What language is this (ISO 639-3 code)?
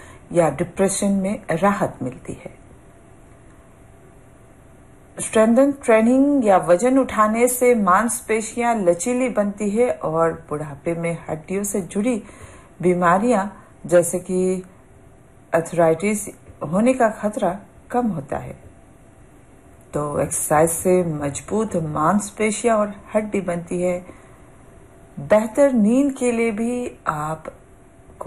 hin